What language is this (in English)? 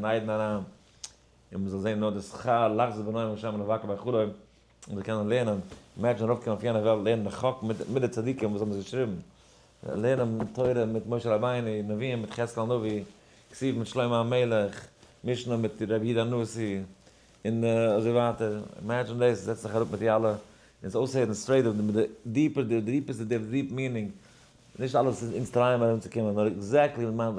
Yiddish